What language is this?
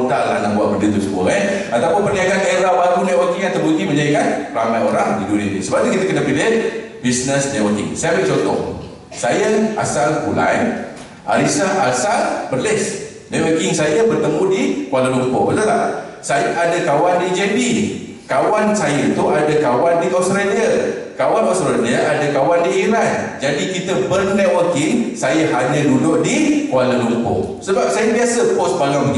Malay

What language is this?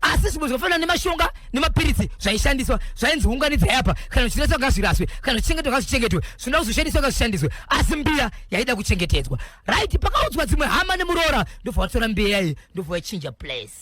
Shona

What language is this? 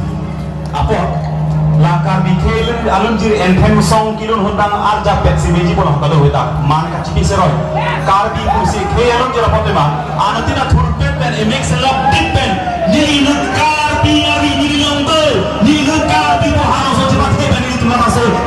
Karbi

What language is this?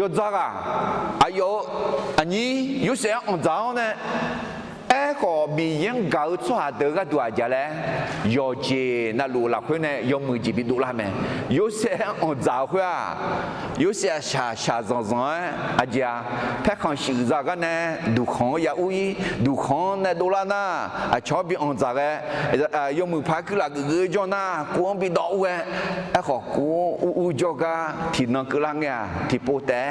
Akha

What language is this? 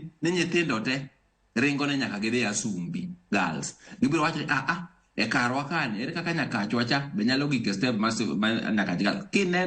Luo (Kenya and Tanzania)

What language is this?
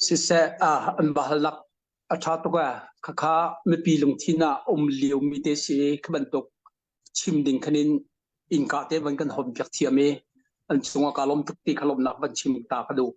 Hakha Chin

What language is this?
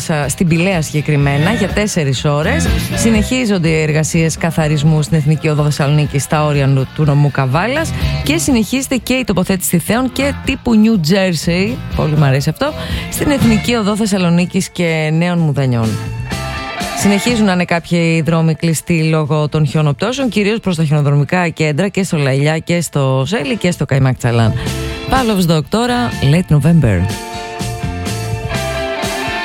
Greek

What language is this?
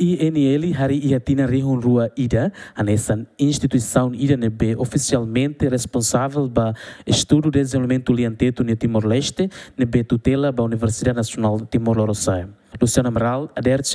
Tetum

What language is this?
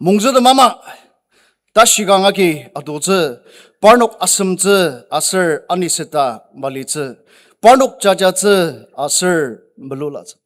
Ao Naga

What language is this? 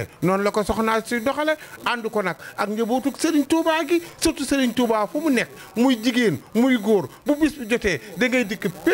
Wolof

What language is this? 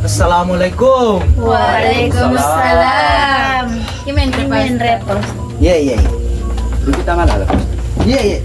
Buginese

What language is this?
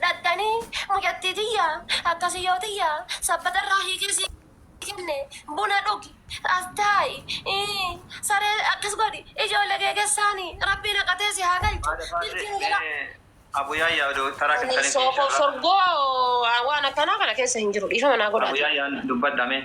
Oromo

